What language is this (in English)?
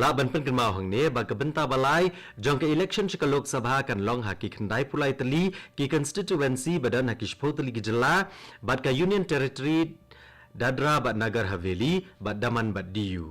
Khasi